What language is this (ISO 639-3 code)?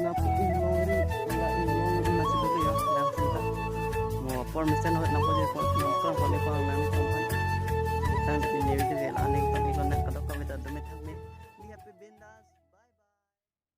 mjw